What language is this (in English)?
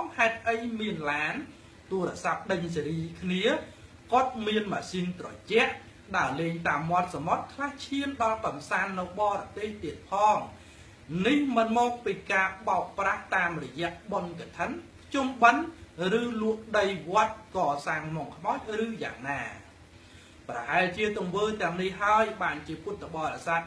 Khmer